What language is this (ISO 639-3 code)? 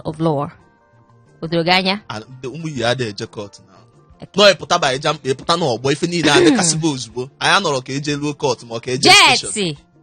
ibo